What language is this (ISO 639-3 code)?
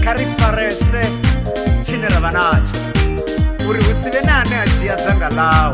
ven